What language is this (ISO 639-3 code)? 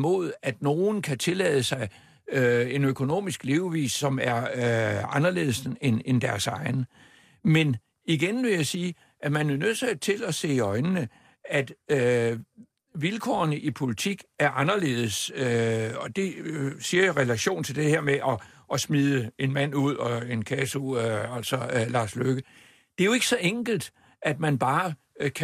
dan